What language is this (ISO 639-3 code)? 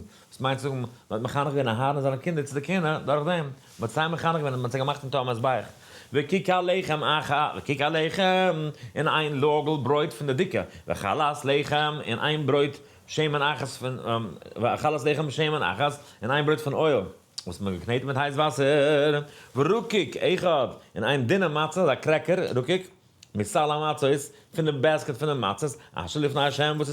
yid